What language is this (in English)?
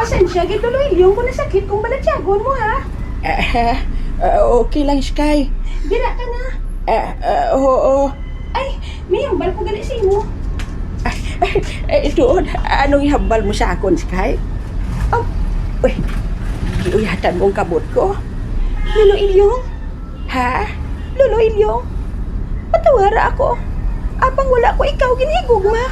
Hiligaynon